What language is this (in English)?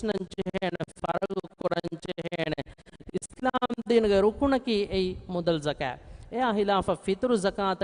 Divehi